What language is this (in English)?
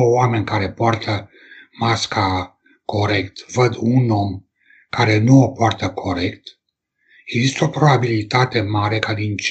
Romanian